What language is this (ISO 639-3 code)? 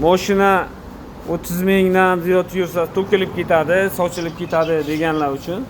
uzb